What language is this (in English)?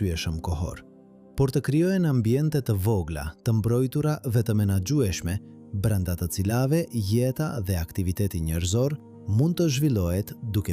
Albanian